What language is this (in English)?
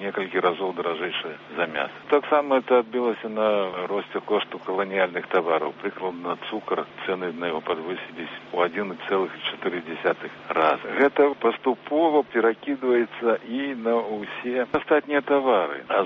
Belarusian